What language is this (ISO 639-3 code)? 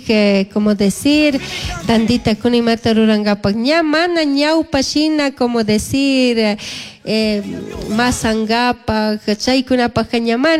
qug